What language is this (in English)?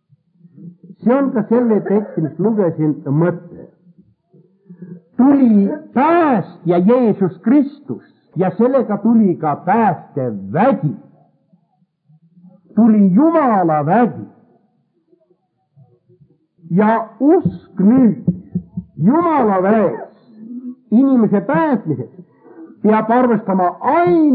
Estonian